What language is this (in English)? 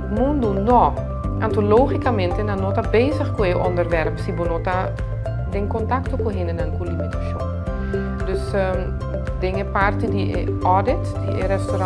Papiamento